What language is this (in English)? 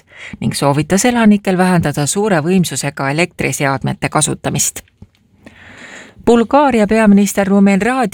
Estonian